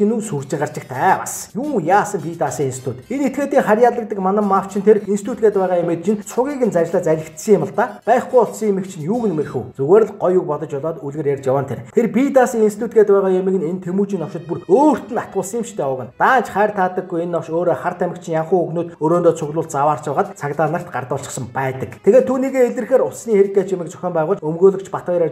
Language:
Mongolian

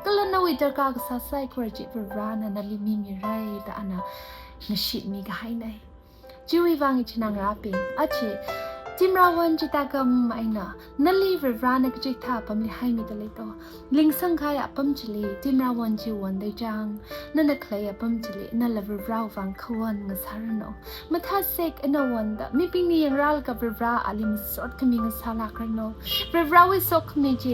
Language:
Tangkhul Naga (India)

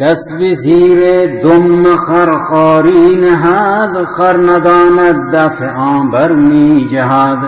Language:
Baluchi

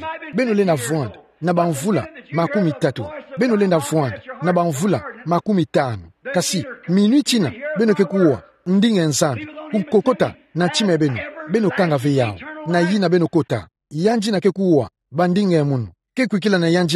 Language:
Kituba (Democratic Republic of Congo)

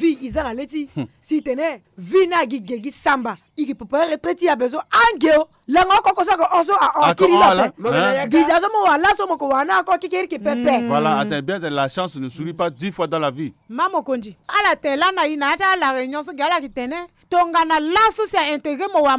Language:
Sango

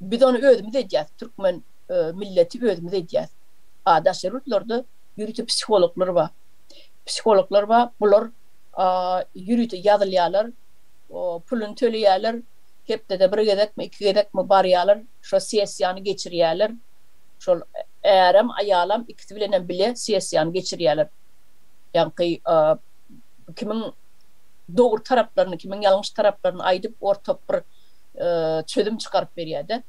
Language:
Turkmen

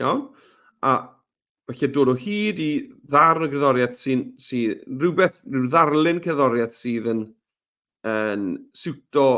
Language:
Welsh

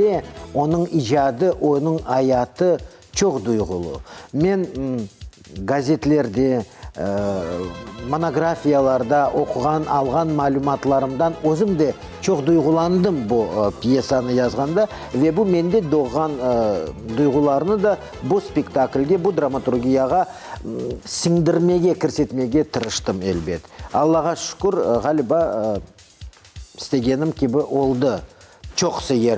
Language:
Crimean Tatar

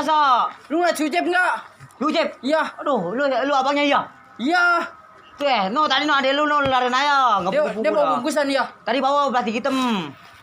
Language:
Betawi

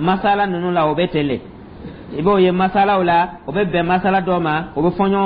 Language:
Dyula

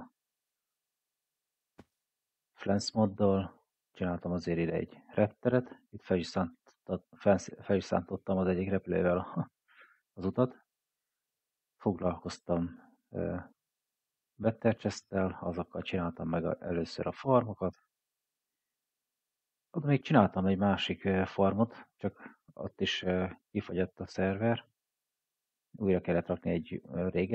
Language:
Hungarian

